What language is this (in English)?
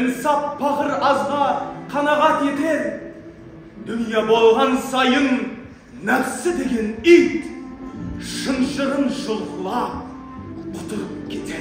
Kara-Kalpak